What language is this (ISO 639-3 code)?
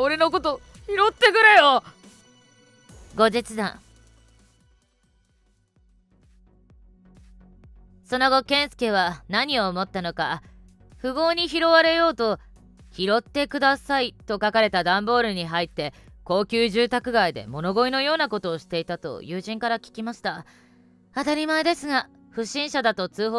jpn